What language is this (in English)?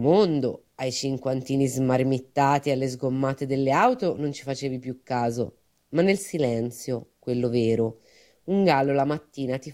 Italian